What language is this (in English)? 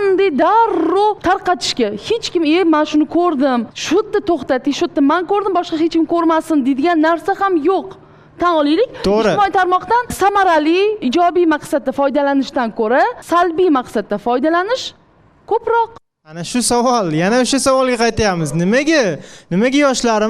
Uzbek